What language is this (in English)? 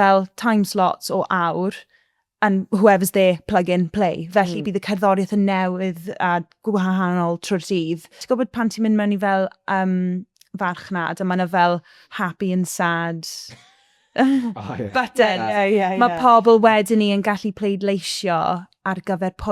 Welsh